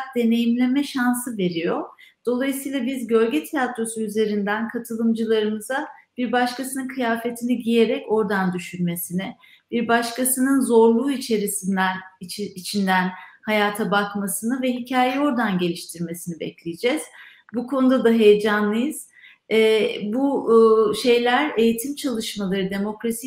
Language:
Turkish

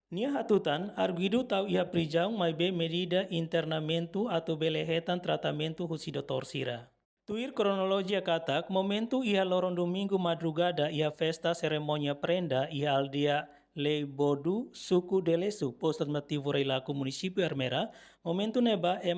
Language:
Tetum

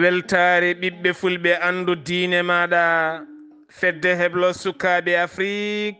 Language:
Fula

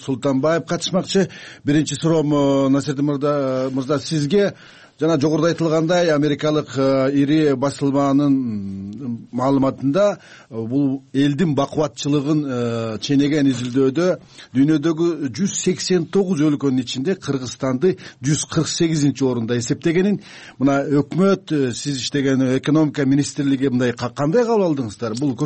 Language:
Kyrgyz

